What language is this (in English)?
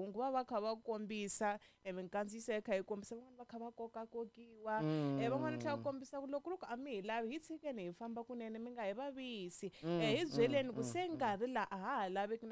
Tsonga